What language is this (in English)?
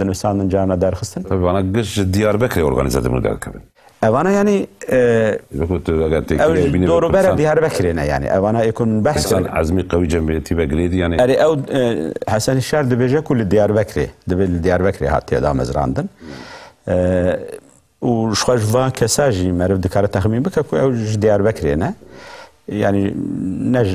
Kurdish